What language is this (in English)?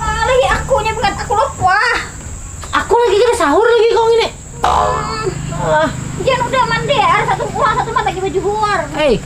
Banjar